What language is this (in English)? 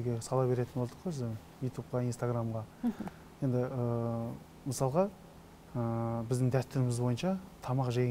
Kazakh